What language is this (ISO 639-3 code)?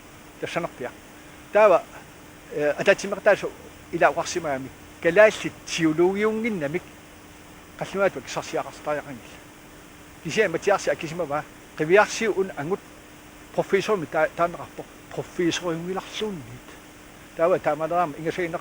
kal